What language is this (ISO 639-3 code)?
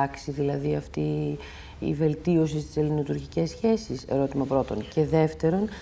ell